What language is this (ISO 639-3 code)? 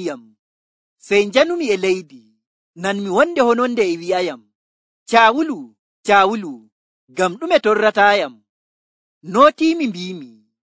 fuv